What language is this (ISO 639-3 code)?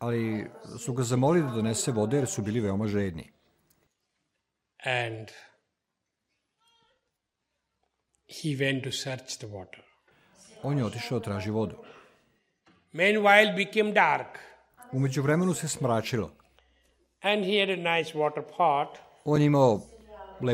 srp